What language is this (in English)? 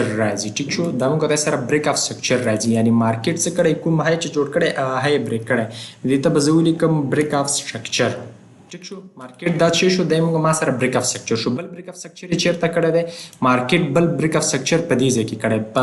Pashto